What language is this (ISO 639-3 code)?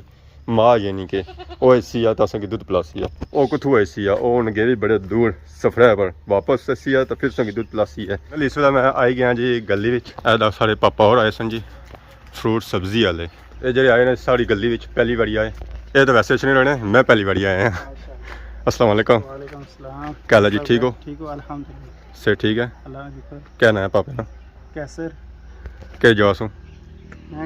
phr